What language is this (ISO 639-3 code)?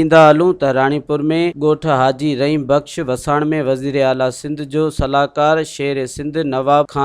snd